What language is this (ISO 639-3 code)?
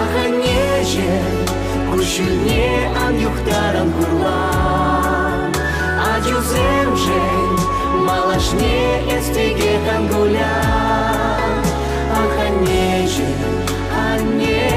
chv